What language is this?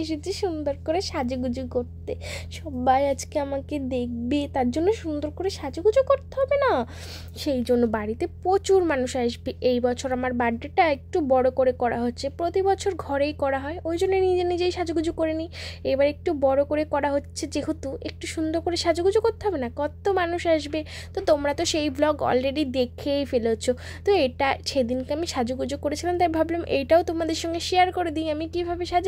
Bangla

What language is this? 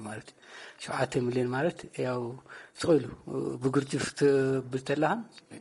Tigrinya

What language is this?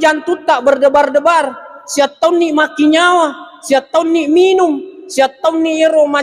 Buginese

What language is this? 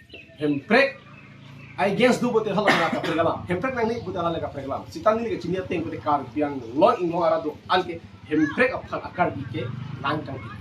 Karbi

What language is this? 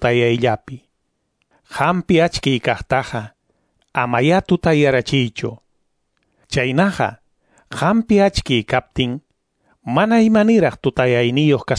Ayacucho Quechua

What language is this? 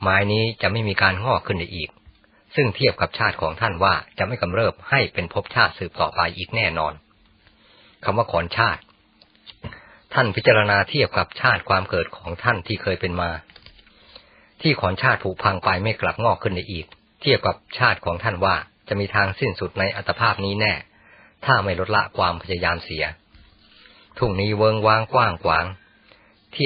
Thai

